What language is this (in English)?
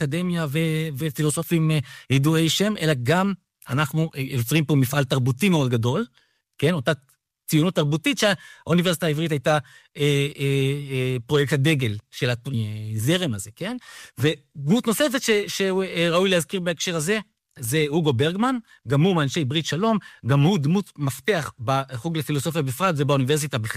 Hebrew